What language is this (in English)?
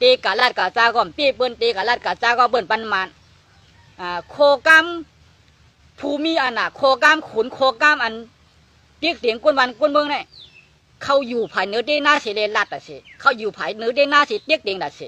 Shan